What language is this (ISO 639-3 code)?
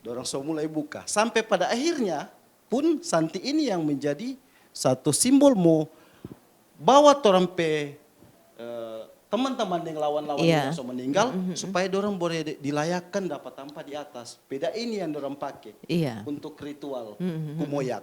xmm